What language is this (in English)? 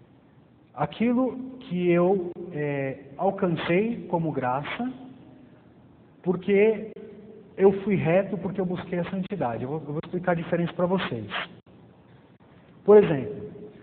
Portuguese